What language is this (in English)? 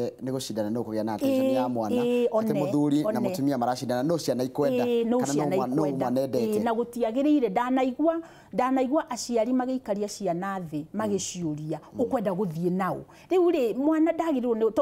Kikuyu